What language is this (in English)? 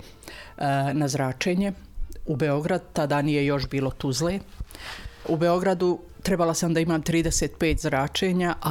Serbian